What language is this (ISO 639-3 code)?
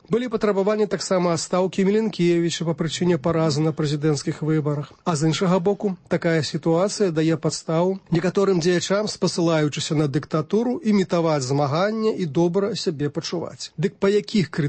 bel